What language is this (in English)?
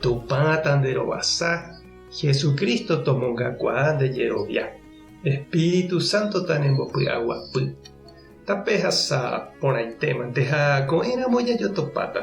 Guarani